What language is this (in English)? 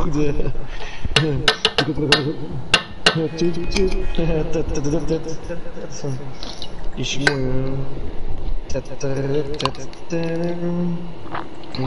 Dutch